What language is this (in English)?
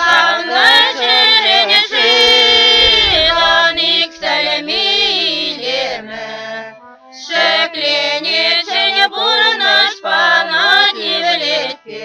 Chuvash